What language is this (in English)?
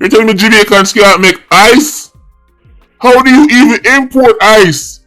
Jamaican Creole English